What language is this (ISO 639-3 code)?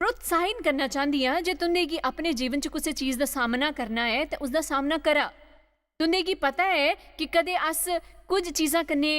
doi